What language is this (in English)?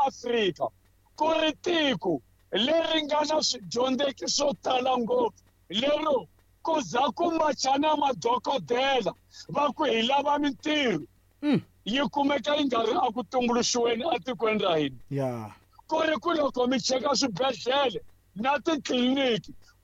Tsonga